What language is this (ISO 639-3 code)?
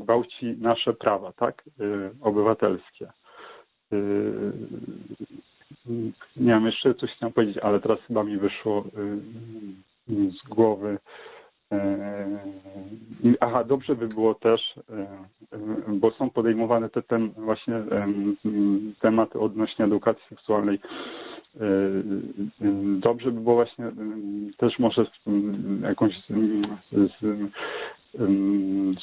pol